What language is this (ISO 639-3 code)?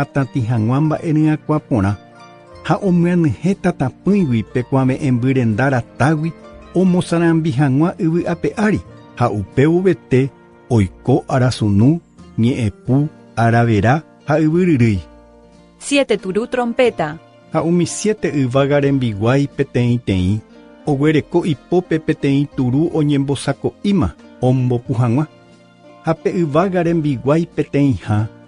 grn